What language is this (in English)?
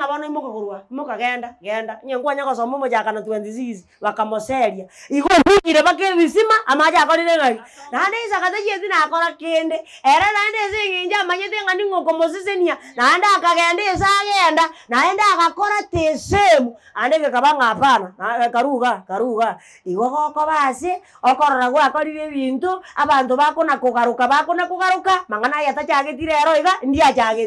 Gusii